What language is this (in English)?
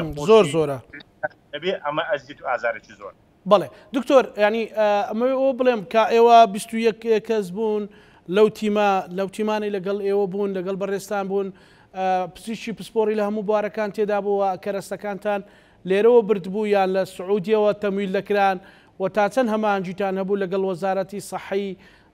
Central Kurdish